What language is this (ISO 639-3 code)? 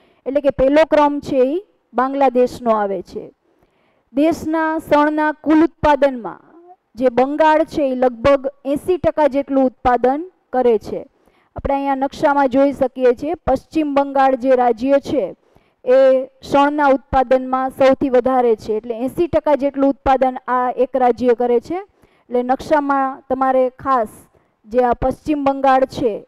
guj